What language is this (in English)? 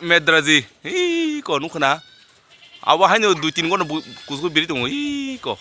Kok Borok